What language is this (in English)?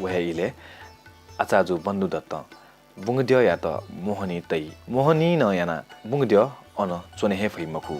Newari